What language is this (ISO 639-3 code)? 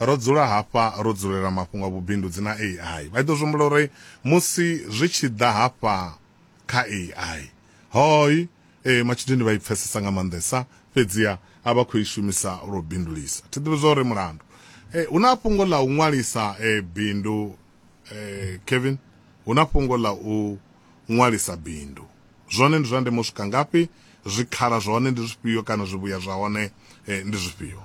ven